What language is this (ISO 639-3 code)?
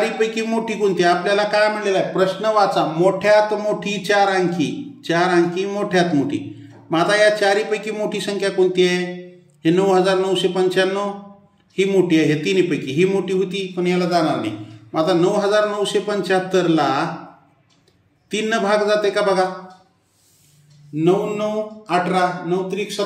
mar